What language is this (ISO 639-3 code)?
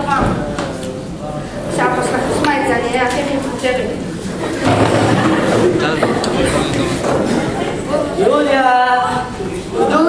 heb